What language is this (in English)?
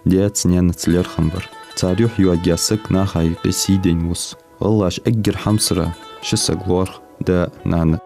Ingush